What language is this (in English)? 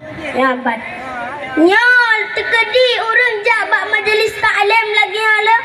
Achinese